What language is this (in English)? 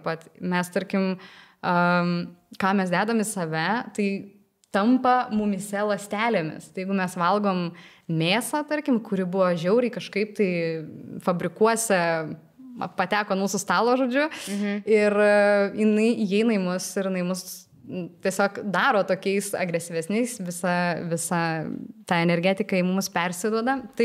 Lithuanian